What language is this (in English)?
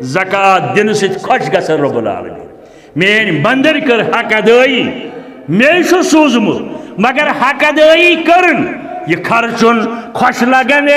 Kashmiri